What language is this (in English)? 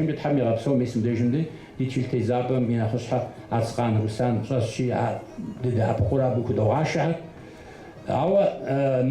Kabardian